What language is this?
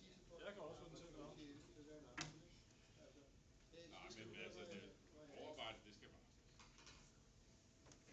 Danish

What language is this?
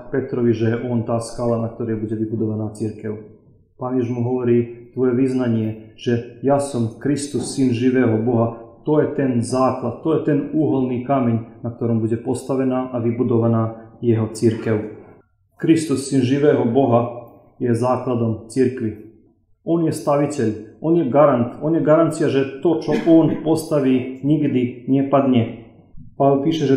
Slovak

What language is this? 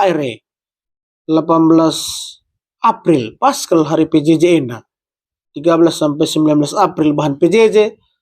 Batak Karo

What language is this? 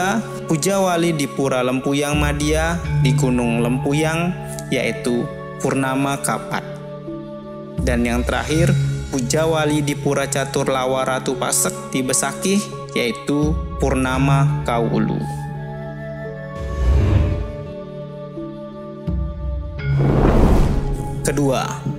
Indonesian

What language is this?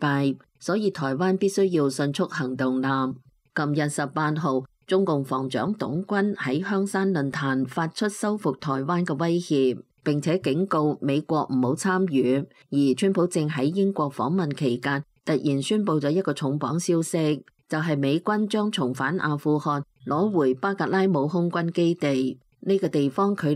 Cantonese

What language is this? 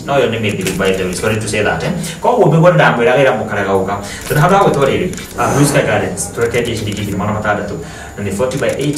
Kikuyu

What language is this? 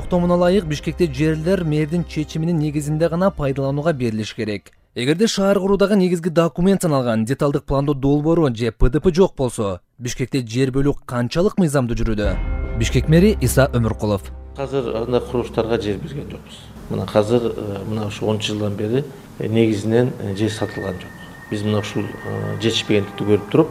Kyrgyz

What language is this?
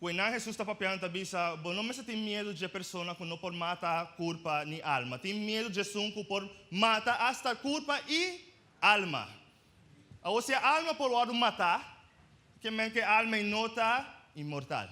Papiamento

